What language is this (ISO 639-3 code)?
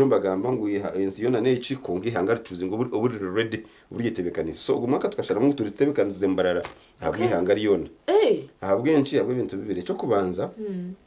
nyn